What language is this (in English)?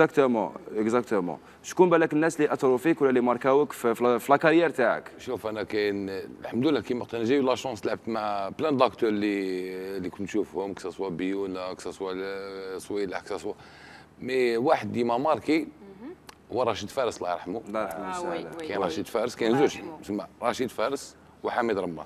Algerian Arabic